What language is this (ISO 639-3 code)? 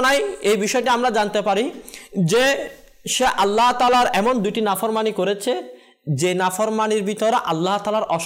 ben